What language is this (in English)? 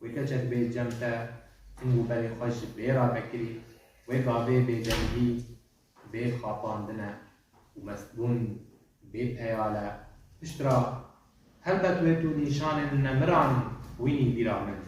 Kurdish